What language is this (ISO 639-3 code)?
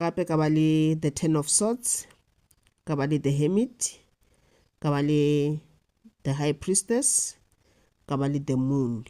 nso